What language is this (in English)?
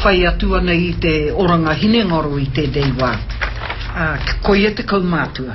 Māori